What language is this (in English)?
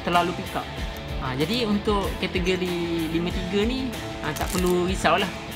Malay